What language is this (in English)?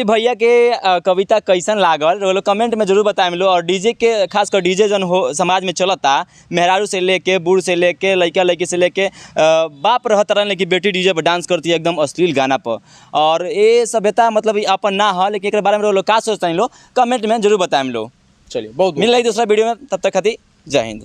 Bhojpuri